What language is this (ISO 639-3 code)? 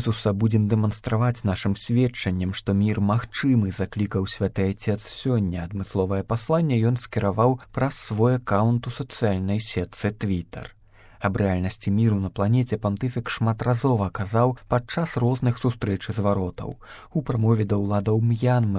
bel